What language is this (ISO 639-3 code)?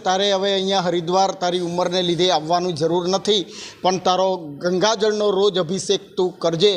guj